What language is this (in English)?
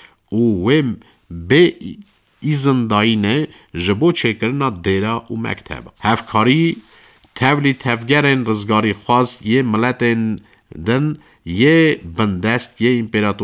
Kurdish